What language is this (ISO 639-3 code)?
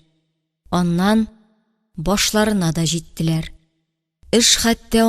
tat